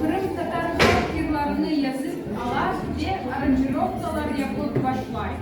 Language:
Crimean Tatar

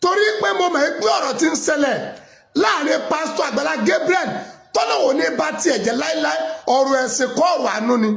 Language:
Yoruba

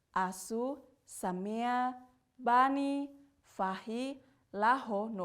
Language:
Tetum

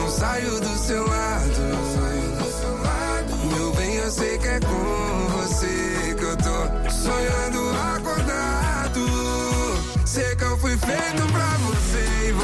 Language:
Portuguese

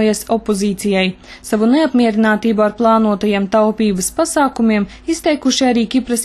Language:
Latvian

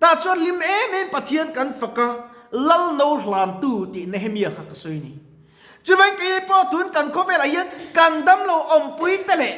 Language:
Mizo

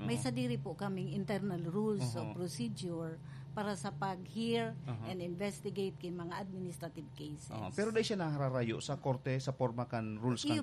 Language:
Bikol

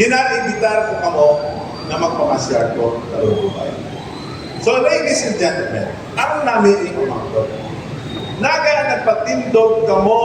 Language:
Hiligaynon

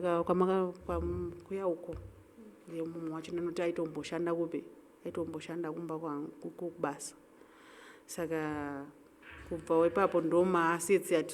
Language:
Shona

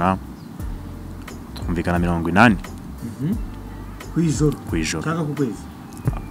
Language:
Kinyarwanda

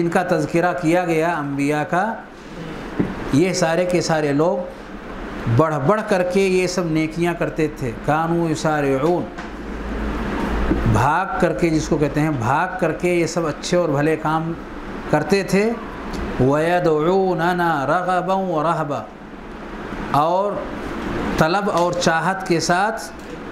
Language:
Urdu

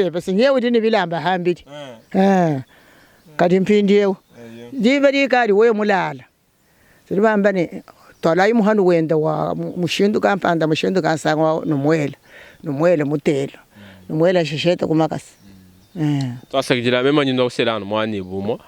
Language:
Luba-Lulua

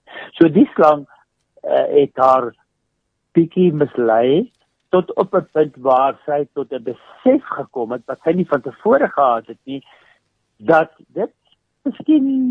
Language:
Afrikaans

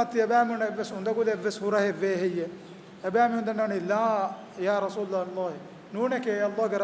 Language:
Divehi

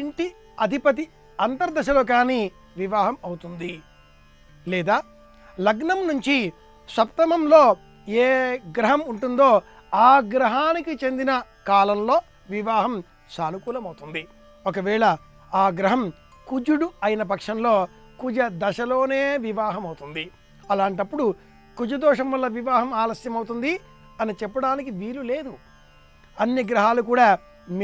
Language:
Telugu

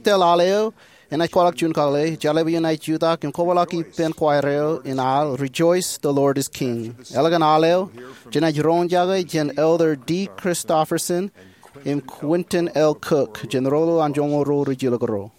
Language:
Marshallese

